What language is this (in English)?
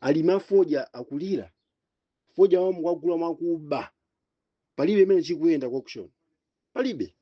Nyanja